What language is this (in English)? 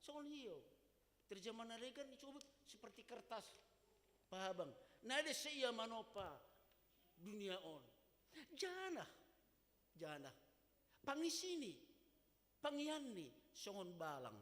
Batak Simalungun